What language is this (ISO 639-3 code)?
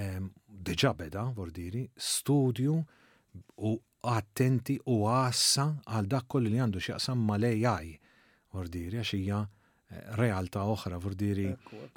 mlt